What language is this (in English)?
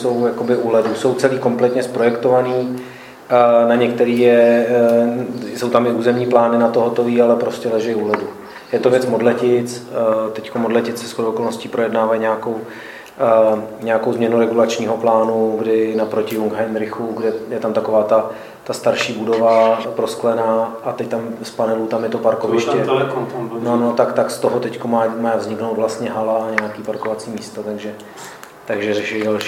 Czech